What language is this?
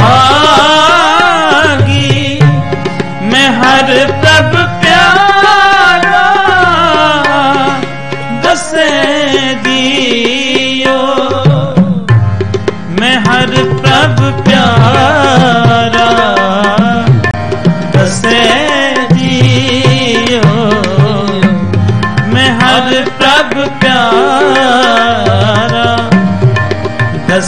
Punjabi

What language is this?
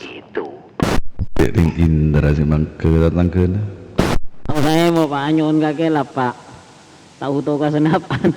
Madurese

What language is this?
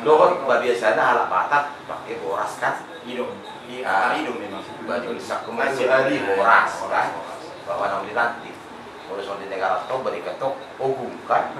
Batak Toba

